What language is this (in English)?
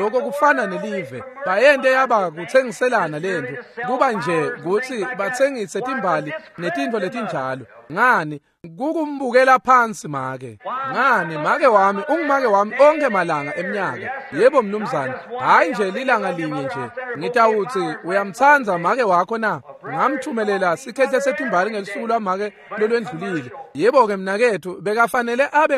Swati